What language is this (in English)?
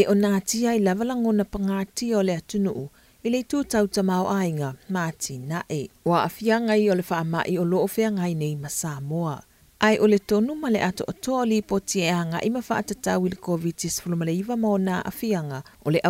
Samoan